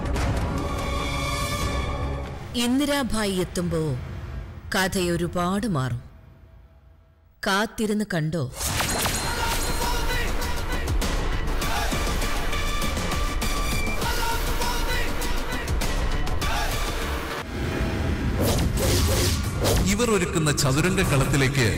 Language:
Malayalam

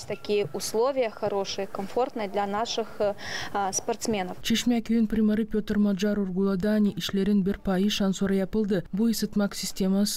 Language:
Gagauz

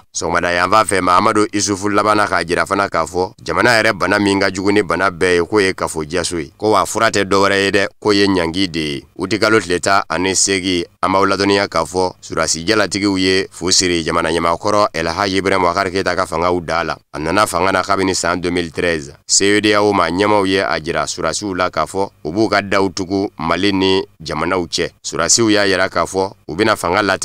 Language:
Bambara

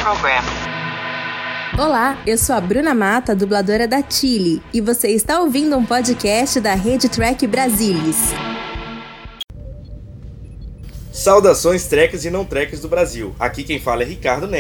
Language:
Portuguese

